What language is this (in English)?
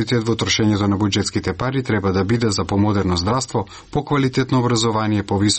Macedonian